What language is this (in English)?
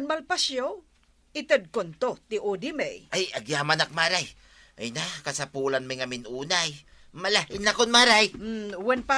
Iloko